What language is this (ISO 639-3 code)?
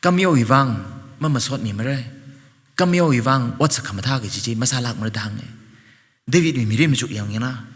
nmf